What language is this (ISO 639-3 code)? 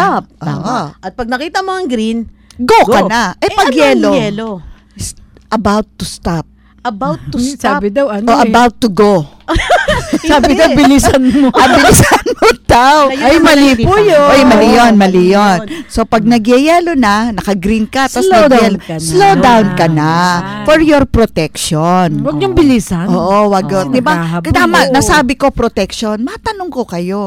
fil